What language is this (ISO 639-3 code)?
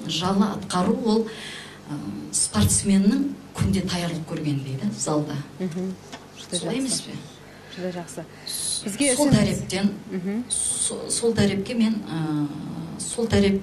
kaa